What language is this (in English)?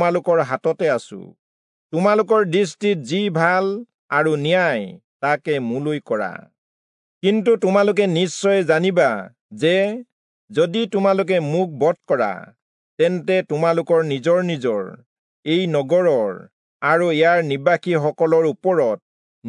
Assamese